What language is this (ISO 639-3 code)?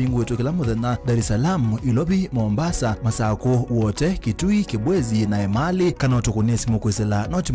kam